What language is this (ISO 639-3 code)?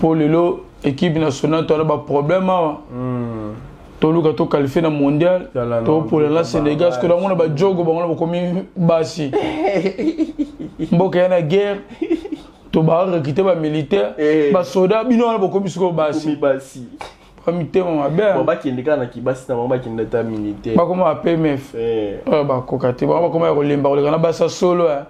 lin